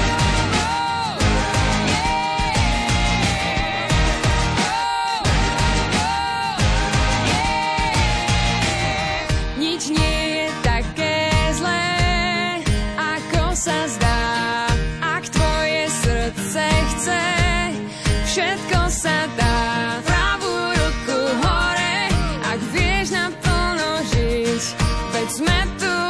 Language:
Slovak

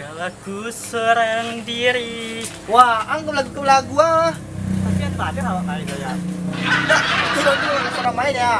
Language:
Minangkabau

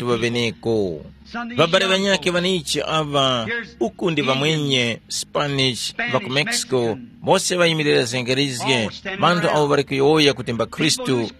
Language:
Tumbuka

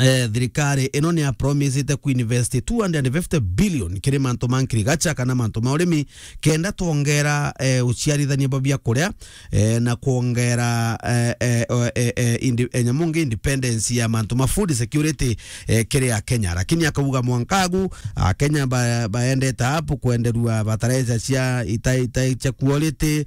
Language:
Meru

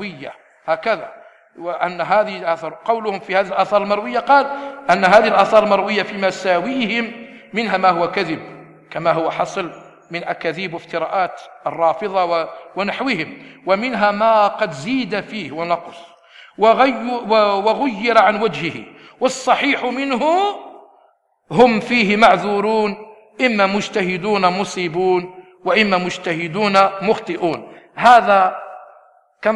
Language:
Arabic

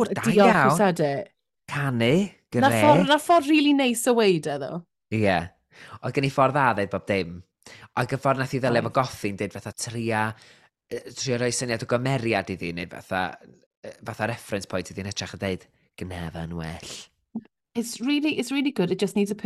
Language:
Welsh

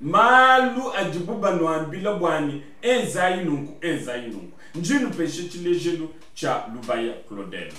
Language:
Luba-Lulua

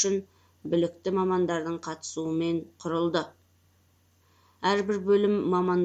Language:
Kazakh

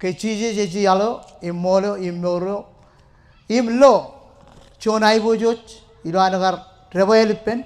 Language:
Marshallese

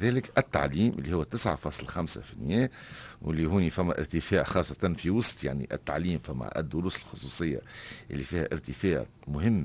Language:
Tunisian Arabic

